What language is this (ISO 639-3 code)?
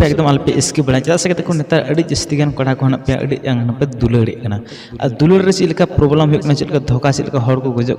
sat